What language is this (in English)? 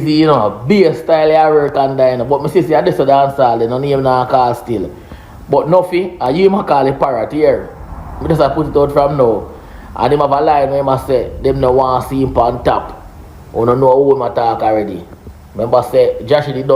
Jamaican Creole English